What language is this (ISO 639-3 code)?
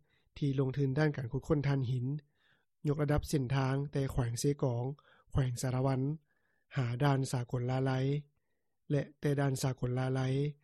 lao